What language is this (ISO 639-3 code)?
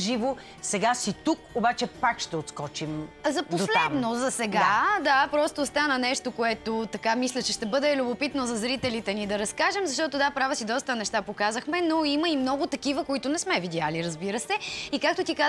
bul